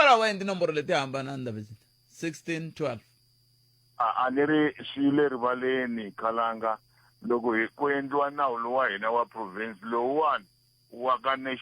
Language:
Tsonga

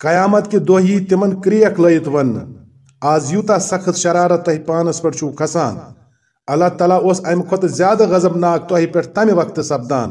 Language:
Kashmiri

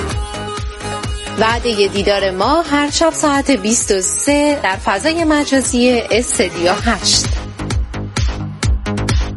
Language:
Persian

